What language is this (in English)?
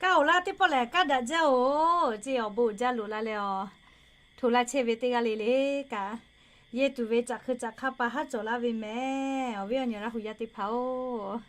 Lahu